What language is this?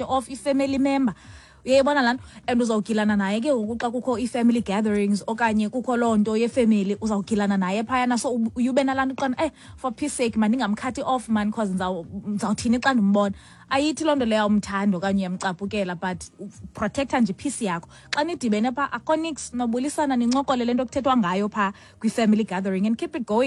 Xhosa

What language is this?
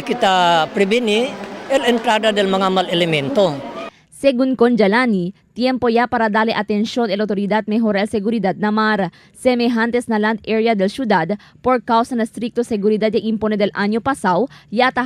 Chavacano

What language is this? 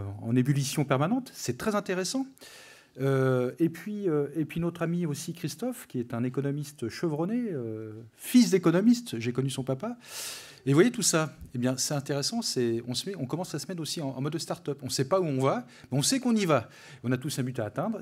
French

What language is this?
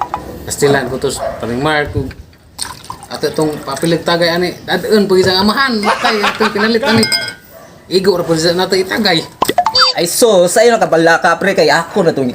Cebuano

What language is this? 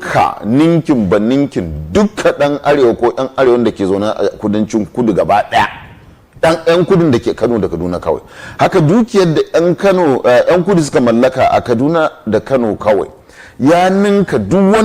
Hausa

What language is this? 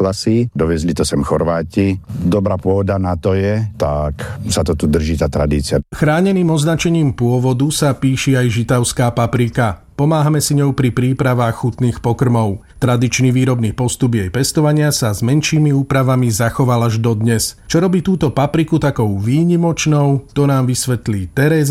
Slovak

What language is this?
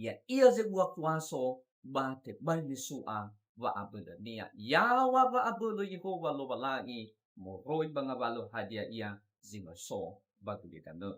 Nias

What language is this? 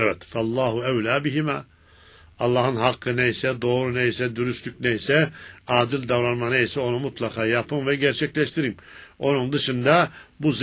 Turkish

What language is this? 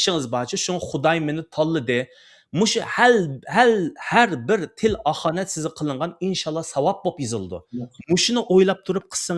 Uyghur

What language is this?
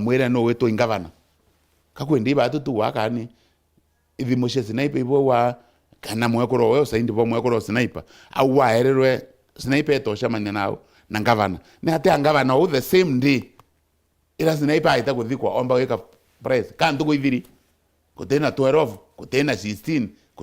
Meru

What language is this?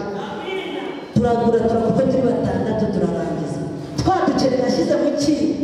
Kinyarwanda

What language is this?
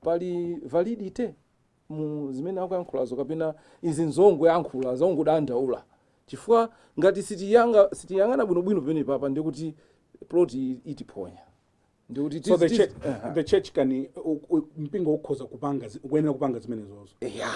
Nyanja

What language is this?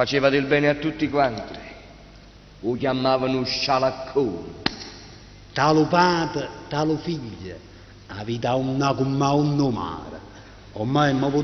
Neapolitan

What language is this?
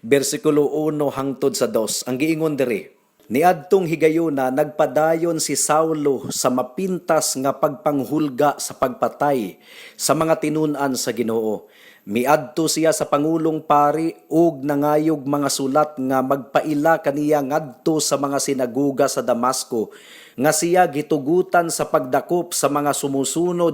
Cebuano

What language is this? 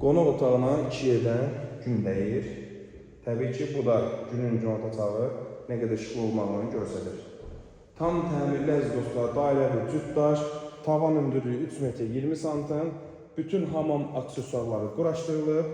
Azerbaijani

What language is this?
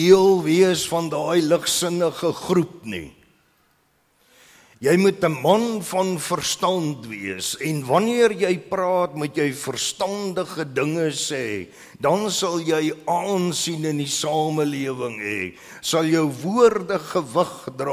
Afrikaans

